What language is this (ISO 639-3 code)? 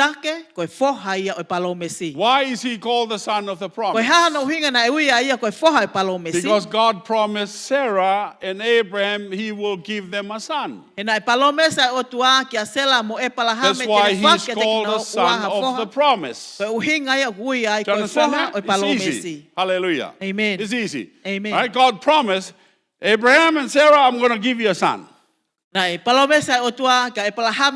ton